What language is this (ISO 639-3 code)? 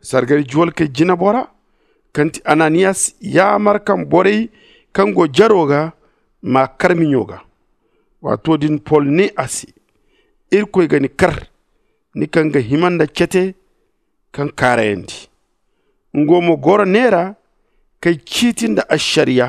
dje